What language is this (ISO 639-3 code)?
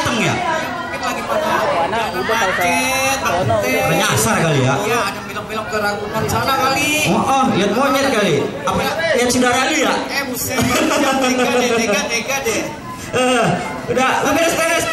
bew